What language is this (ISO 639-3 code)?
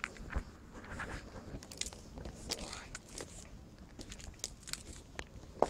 pol